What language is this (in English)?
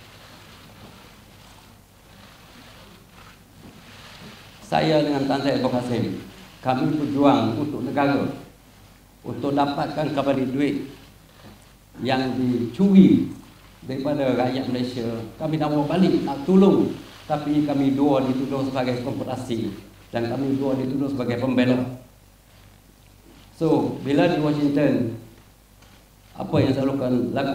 Malay